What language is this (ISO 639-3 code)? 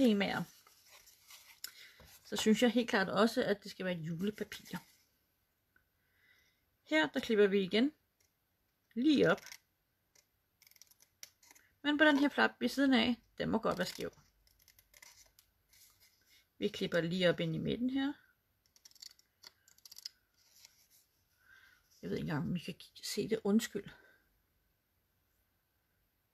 dan